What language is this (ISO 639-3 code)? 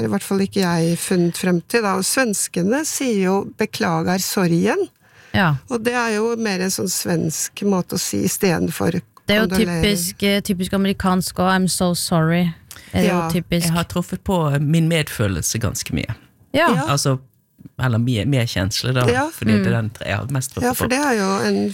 nor